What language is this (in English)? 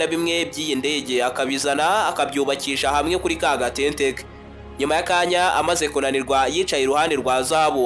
Kinyarwanda